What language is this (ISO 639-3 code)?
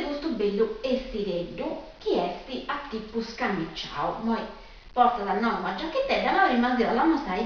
srd